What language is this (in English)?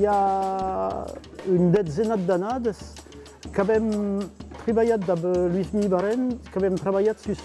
Occitan